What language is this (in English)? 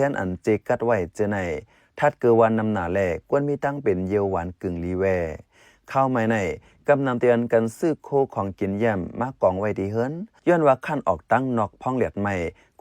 Shan